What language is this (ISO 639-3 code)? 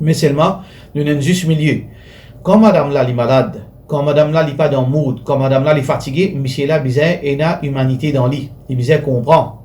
mfe